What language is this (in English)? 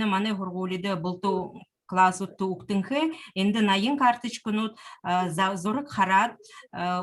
Buriat